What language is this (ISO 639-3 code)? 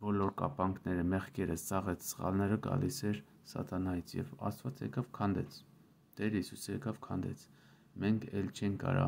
hye